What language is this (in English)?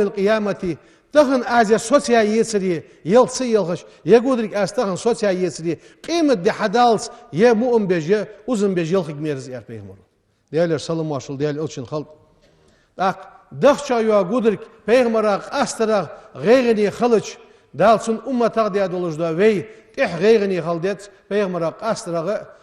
Ingush